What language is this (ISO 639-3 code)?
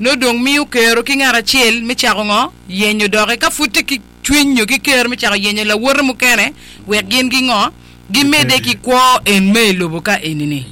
ach